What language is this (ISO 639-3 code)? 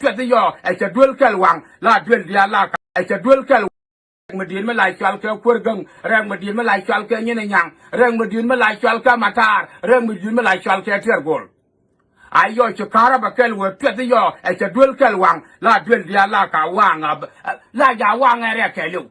nus